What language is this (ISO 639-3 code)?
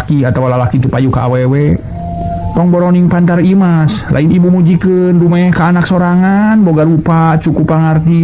sun